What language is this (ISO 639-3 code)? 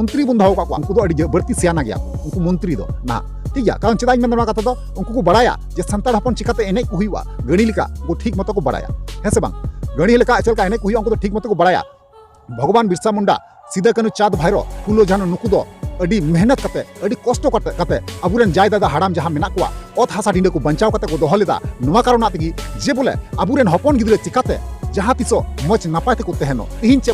sat